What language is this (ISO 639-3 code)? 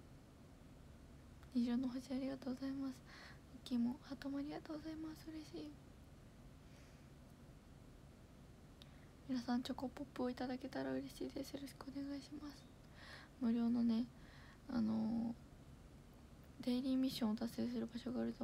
jpn